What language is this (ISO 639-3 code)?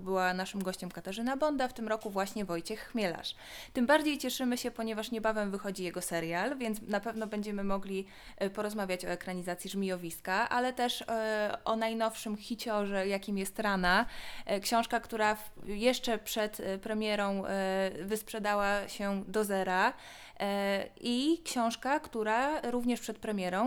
pol